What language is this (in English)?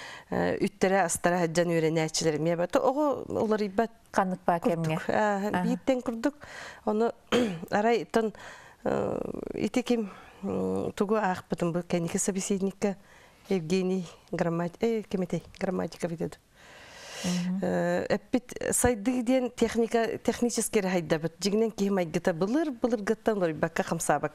Yakut